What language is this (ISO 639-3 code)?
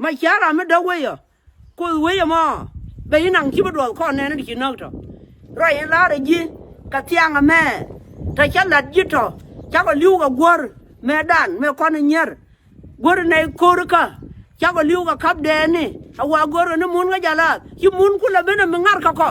nus